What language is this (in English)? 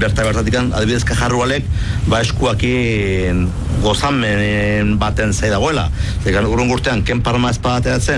Basque